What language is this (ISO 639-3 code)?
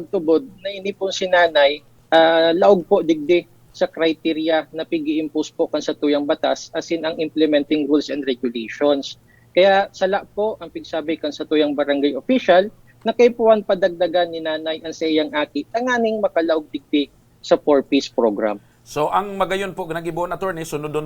bik